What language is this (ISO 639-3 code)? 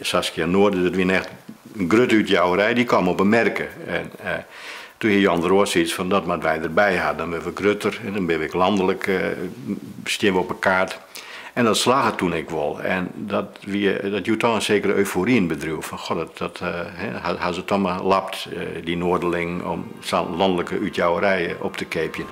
fry